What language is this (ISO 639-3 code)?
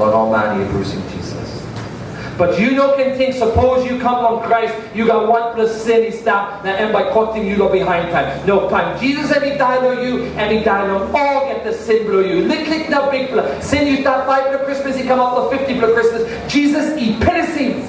tpi